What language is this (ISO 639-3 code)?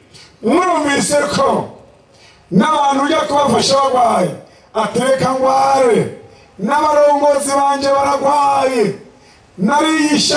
run